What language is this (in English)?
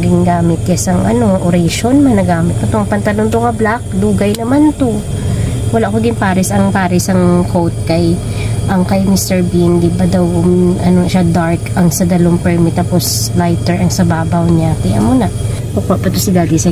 Hiligaynon